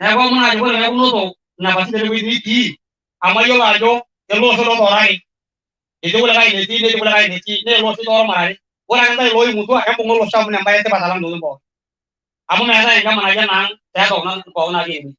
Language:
Masai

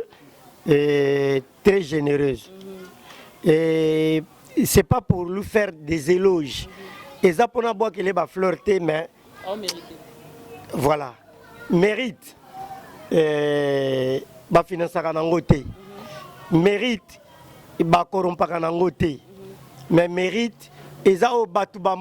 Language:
Lingala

